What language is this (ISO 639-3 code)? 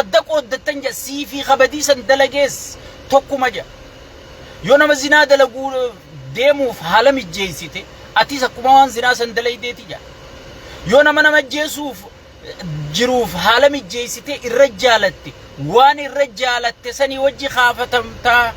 orm